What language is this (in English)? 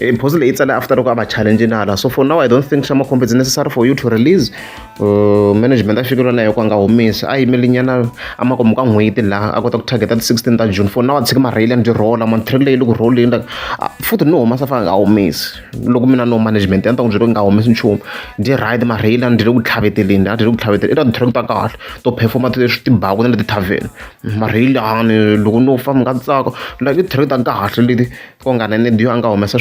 Tsonga